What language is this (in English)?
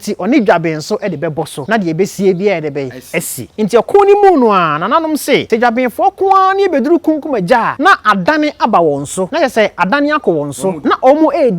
Akan